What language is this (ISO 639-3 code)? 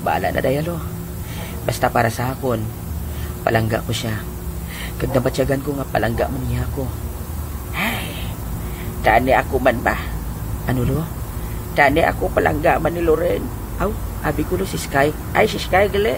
hil